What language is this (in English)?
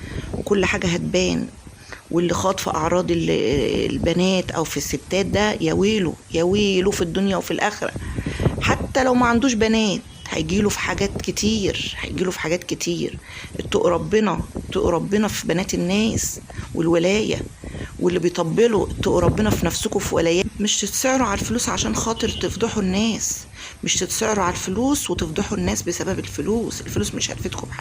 Egyptian Arabic